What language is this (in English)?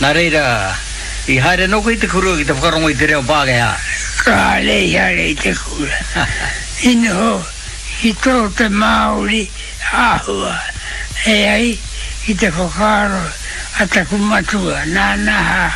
Māori